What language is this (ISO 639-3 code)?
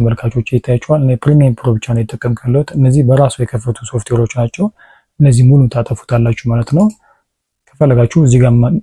amh